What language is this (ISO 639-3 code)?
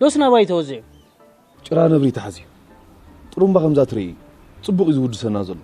tir